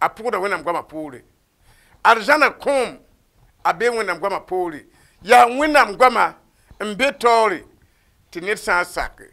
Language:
Mossi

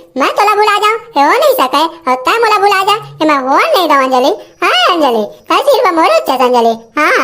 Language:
Chhattisgarhi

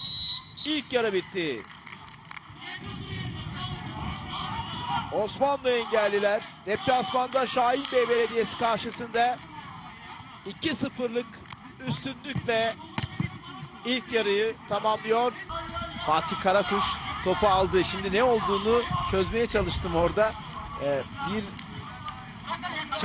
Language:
Turkish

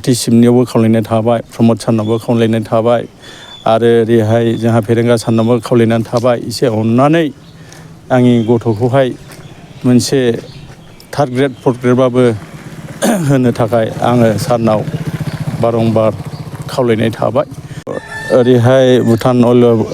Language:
Bodo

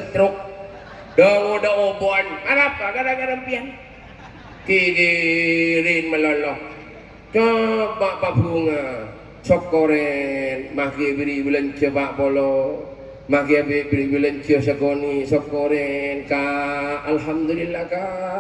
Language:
Madurese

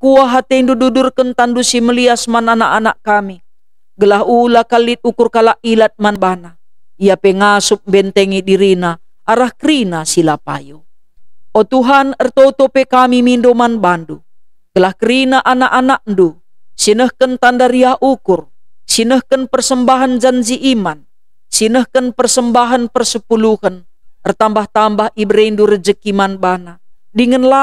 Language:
Batak Karo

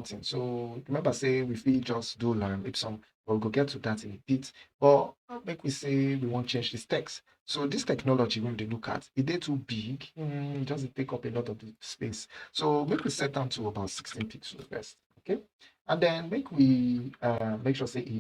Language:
Nigerian Pidgin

